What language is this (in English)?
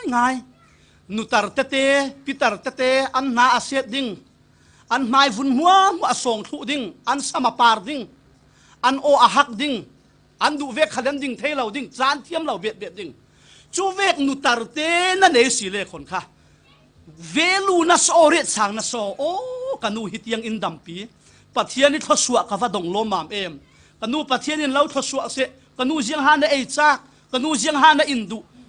Falam Chin